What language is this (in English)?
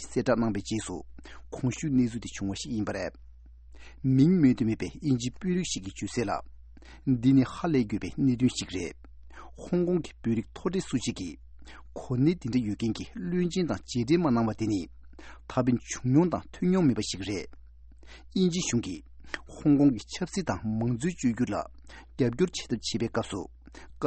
Tibetan